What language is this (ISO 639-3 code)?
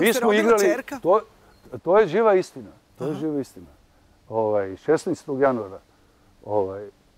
srp